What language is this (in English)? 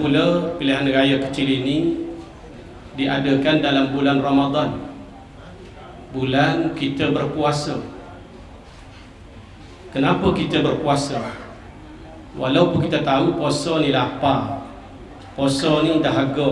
Malay